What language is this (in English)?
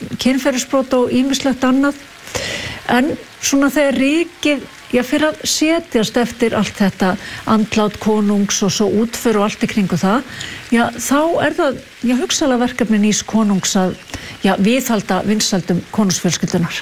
Icelandic